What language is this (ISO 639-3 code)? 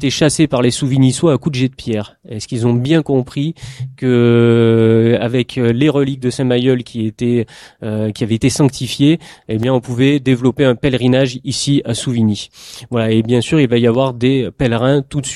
fra